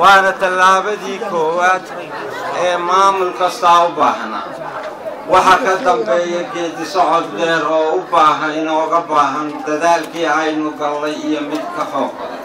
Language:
Somali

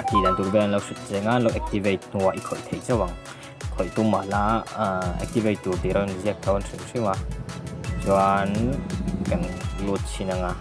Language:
Mizo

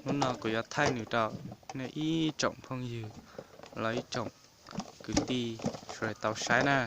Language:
Hmong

